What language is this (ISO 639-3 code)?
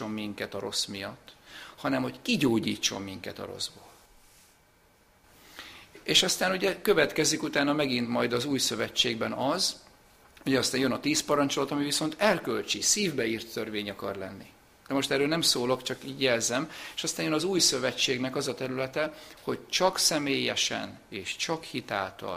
hun